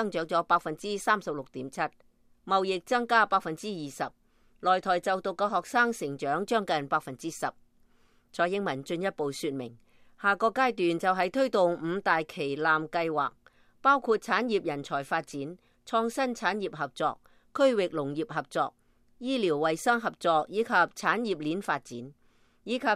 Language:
Cantonese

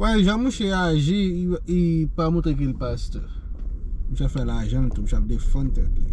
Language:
Haitian Creole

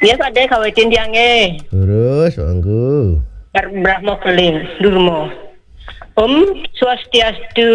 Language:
Balinese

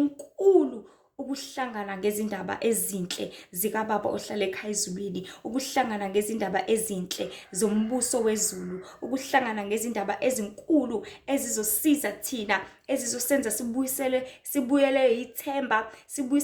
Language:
Zulu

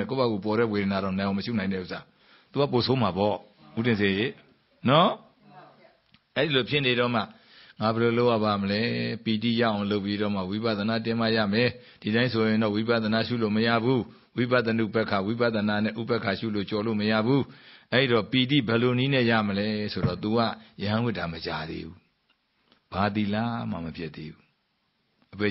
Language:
Burmese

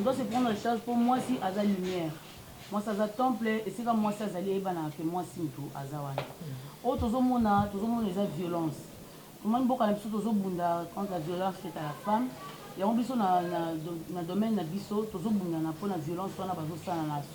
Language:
Lingala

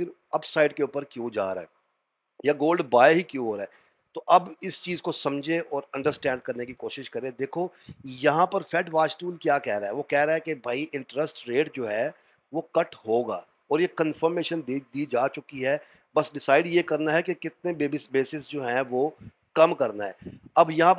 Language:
Hindi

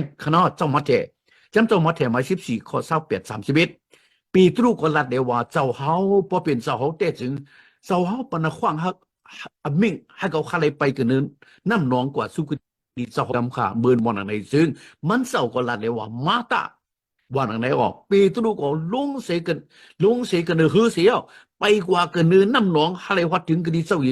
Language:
Shan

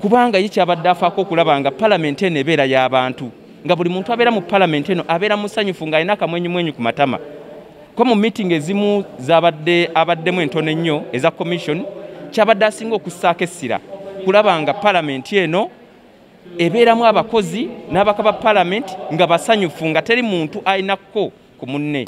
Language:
Ganda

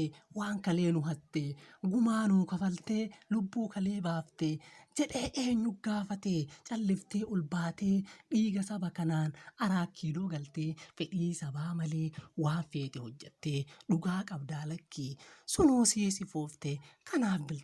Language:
Oromo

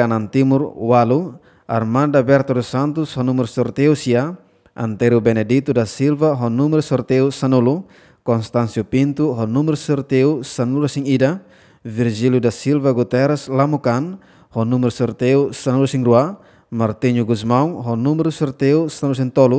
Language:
Tetum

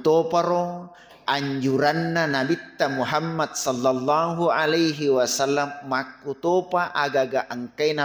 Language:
Buginese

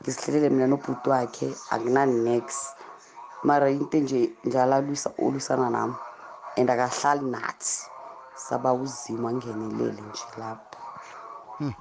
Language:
South Ndebele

